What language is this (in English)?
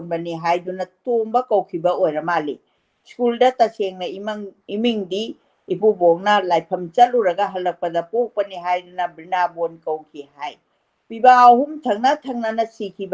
Manipuri